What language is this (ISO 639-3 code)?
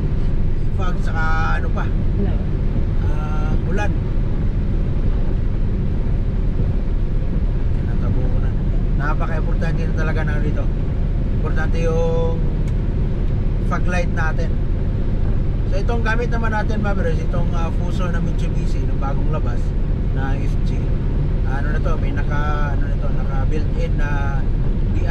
fil